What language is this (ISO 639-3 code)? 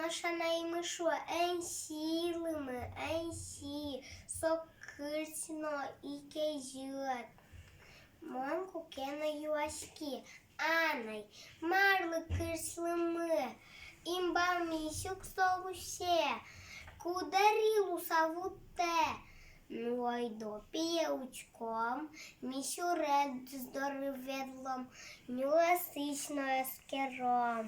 udm